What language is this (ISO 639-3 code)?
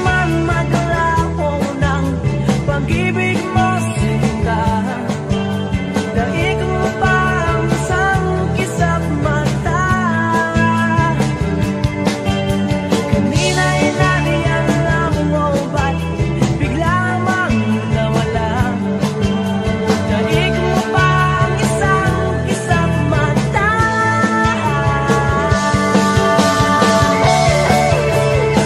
fil